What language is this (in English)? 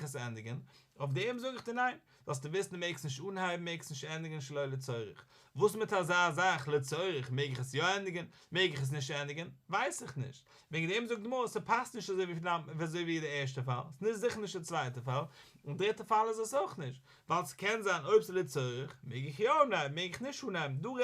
Yiddish